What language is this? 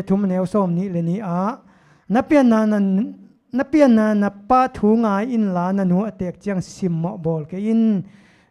Tedim Chin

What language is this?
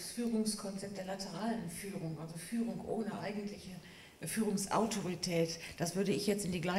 German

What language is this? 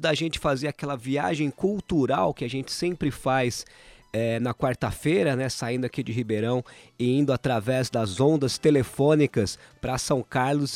Portuguese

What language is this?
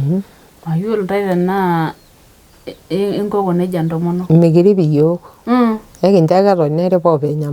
Masai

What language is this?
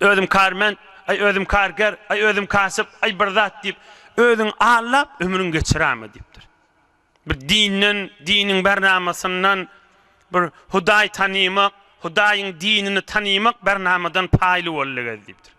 Turkmen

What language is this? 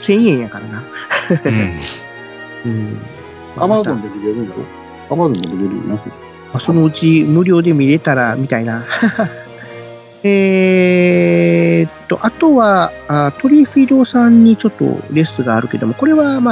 Japanese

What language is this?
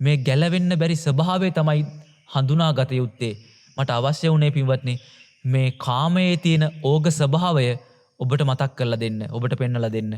Sinhala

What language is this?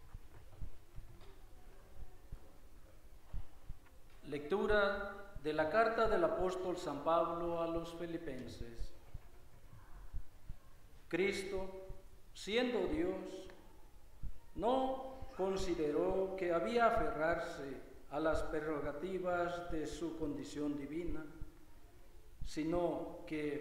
Spanish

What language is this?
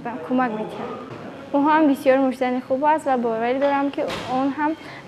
Tajik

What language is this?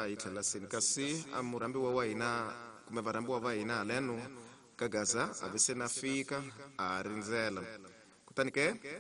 Tsonga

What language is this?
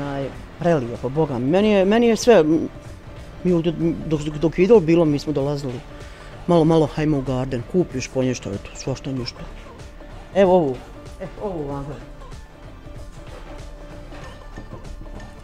Bosnian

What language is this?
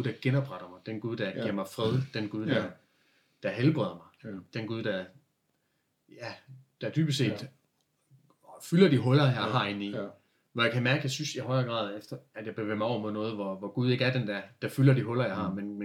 Danish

